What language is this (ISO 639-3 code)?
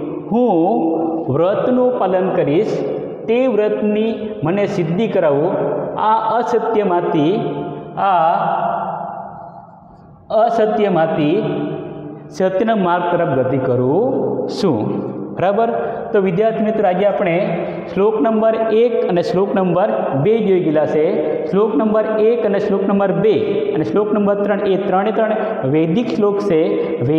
guj